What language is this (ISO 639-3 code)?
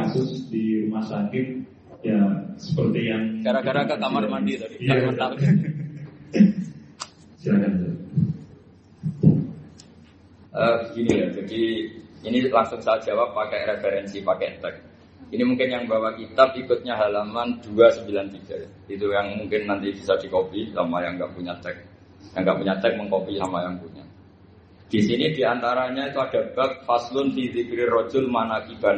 ind